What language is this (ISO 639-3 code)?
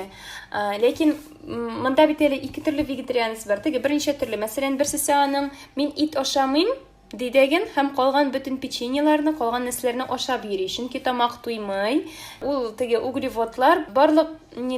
tat